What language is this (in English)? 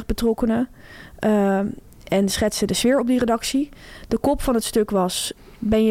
Dutch